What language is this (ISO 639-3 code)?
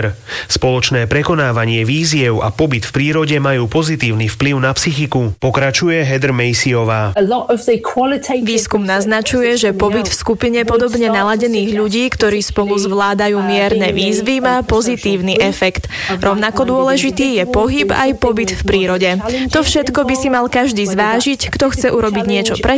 slk